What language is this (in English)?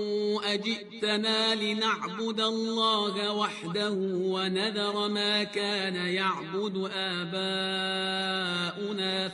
Arabic